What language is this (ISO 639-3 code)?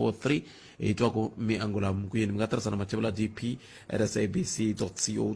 tso